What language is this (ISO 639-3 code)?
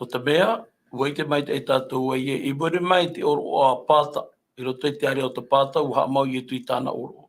tah